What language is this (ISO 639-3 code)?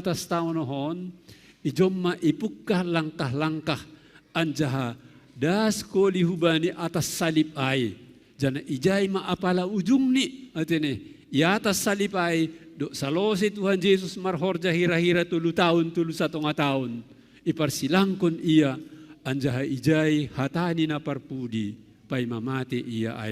bts